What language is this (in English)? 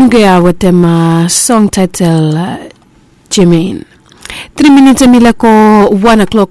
Bislama